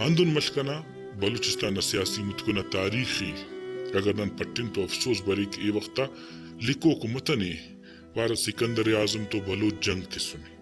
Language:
Brahui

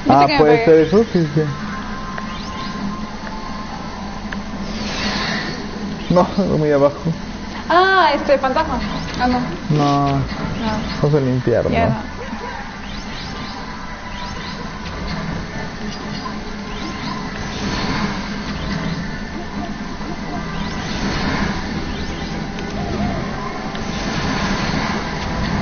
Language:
Spanish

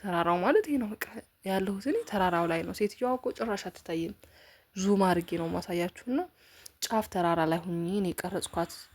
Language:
Amharic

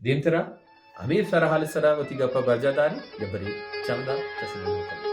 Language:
Baluchi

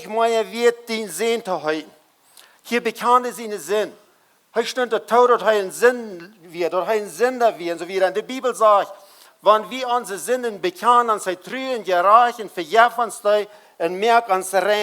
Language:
Plautdietsch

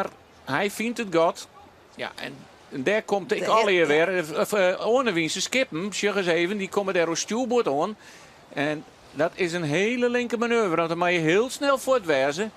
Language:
Western Frisian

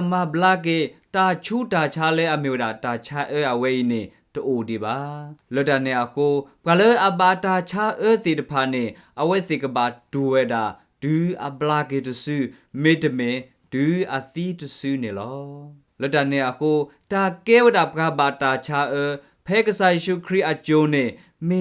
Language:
S'gaw Karen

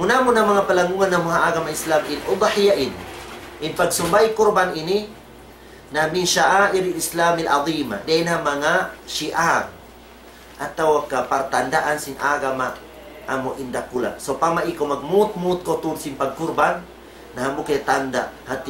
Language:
Tausug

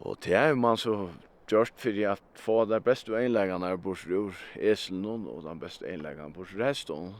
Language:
Faroese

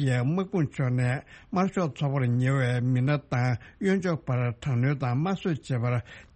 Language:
Tibetan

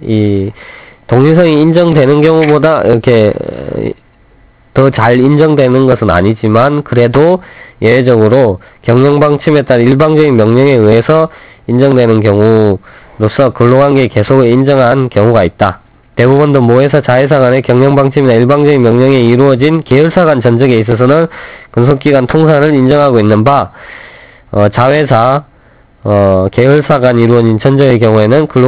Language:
Korean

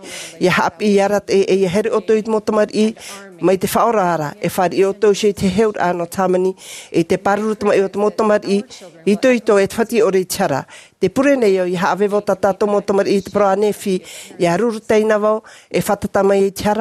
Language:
Tahitian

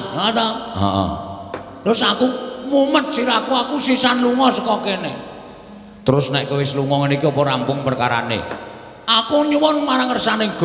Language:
Javanese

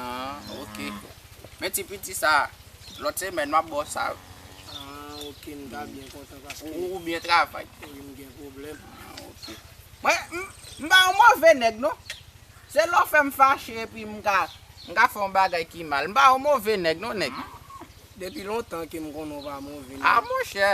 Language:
Haitian Creole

